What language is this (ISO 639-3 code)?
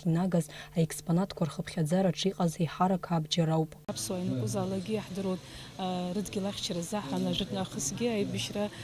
abk